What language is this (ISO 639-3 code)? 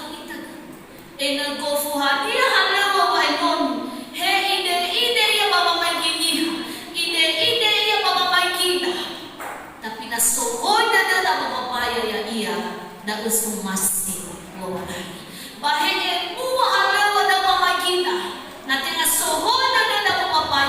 nia